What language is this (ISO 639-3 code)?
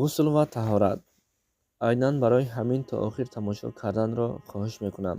tgk